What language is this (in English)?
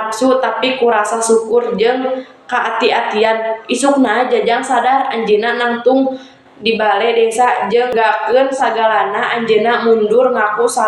Sundanese